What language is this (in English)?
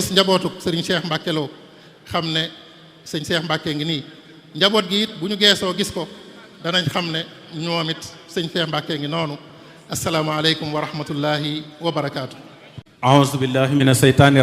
Wolof